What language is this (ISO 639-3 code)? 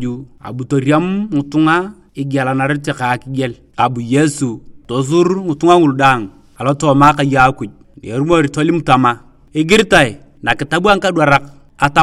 tuv